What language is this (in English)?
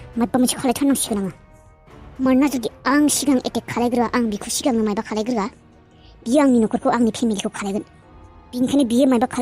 Bodo